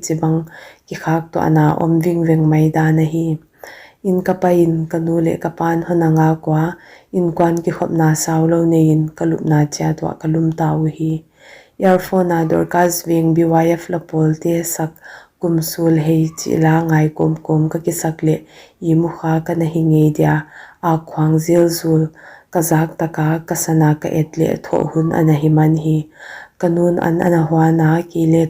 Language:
Paite Chin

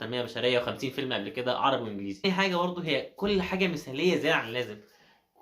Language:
Egyptian Arabic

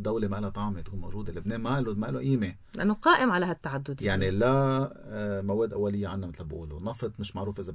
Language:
North Levantine Arabic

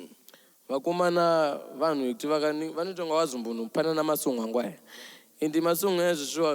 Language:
Shona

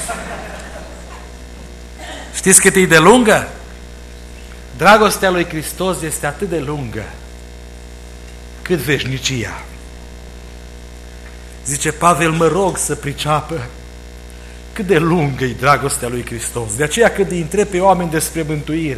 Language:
Romanian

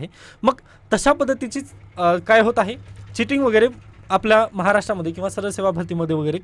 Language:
Marathi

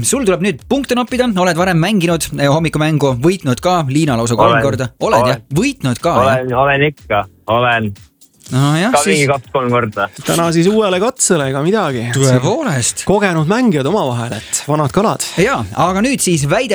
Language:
Estonian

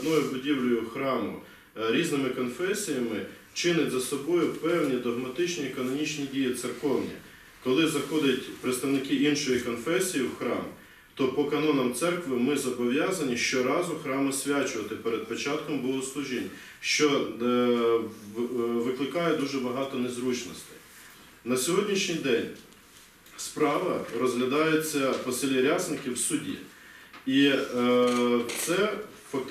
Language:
Ukrainian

